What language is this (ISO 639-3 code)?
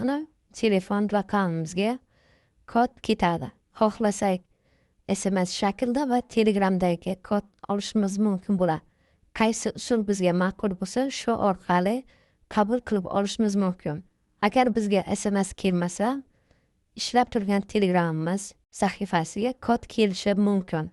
uzb